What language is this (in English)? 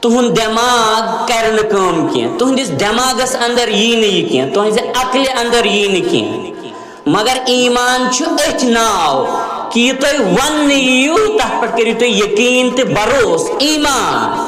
Kashmiri